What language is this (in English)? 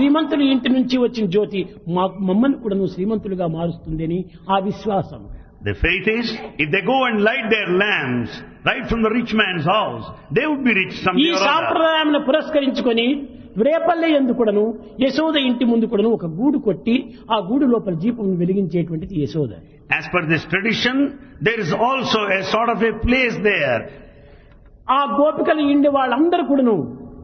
Telugu